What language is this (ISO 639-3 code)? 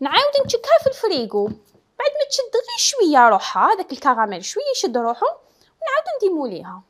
arq